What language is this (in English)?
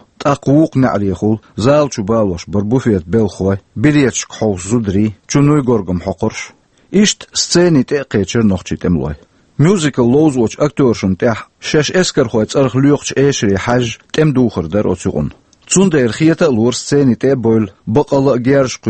Chechen